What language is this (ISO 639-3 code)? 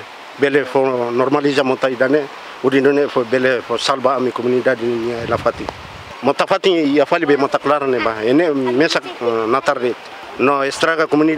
tet